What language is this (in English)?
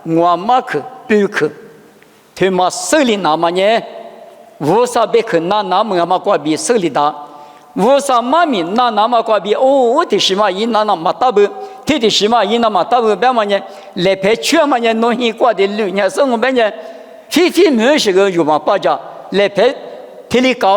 Lisu